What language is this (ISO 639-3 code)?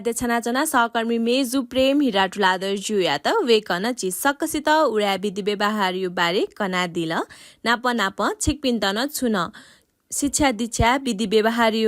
new